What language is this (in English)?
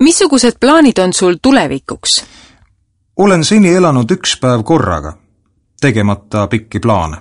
Estonian